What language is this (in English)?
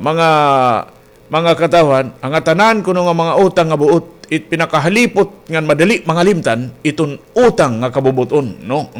Waray